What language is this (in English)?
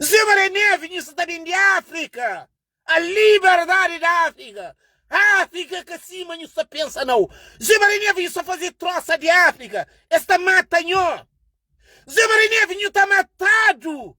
Kabuverdianu